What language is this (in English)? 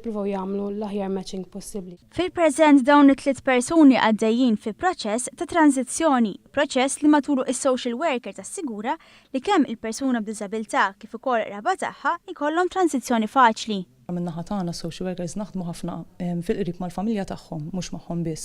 Maltese